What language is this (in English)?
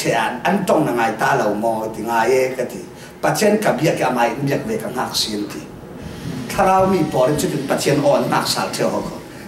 Falam Chin